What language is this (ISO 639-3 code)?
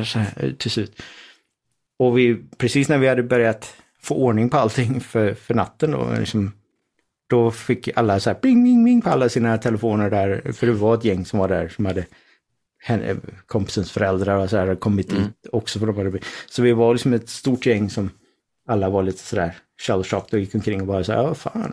swe